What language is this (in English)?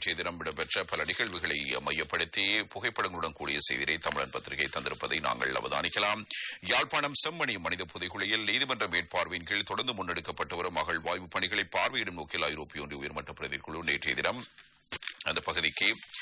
Tamil